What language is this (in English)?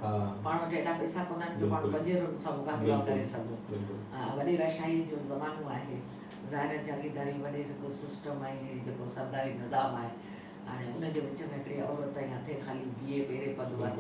Sindhi